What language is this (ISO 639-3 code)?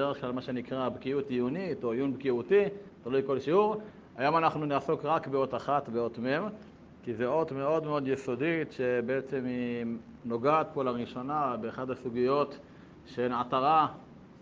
heb